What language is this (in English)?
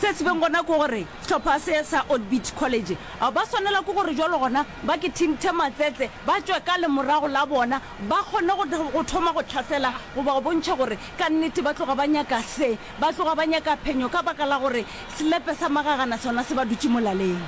Northern Sotho